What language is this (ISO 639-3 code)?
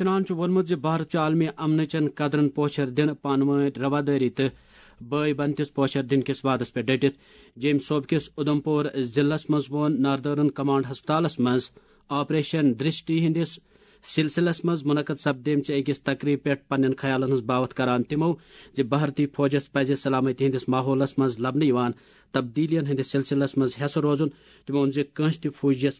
kas